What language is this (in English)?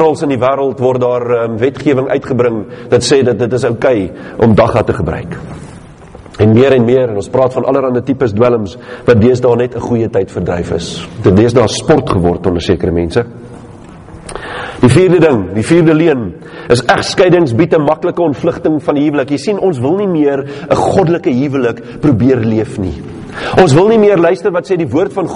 Afrikaans